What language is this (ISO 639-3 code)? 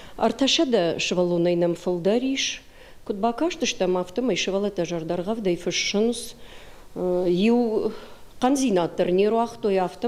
oss